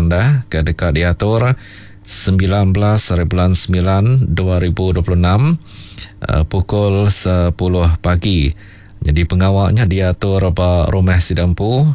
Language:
Iban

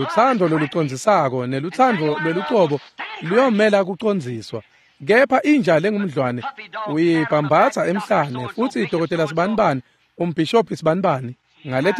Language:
Swati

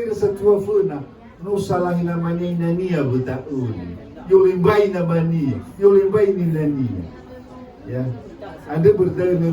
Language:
Nias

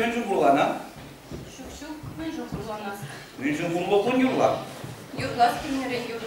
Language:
Chuvash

